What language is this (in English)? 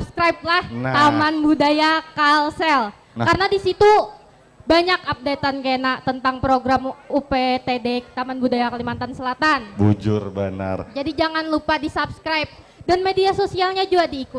Banjar